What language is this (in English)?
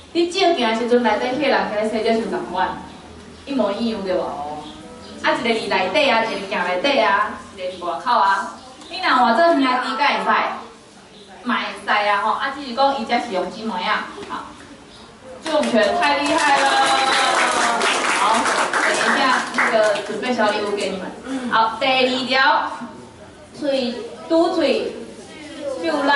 Min Nan Chinese